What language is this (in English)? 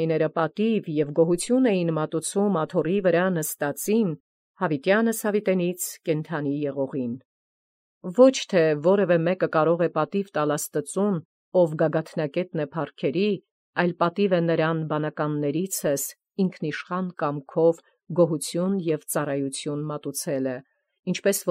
Armenian